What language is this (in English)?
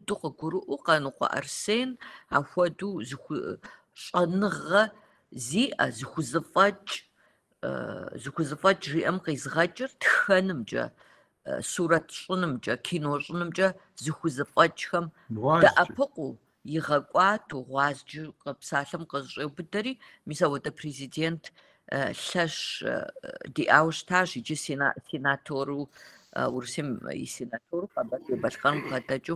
Kabardian